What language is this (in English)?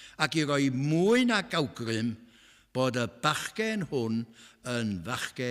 Welsh